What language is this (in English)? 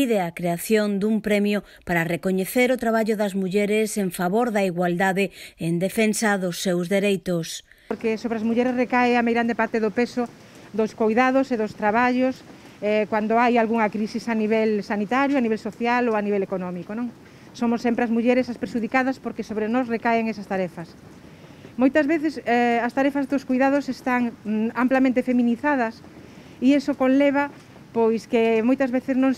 Galician